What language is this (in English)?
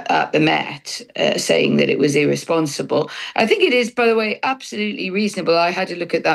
English